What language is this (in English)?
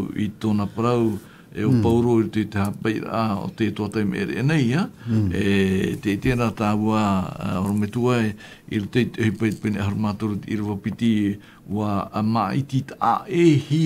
Tahitian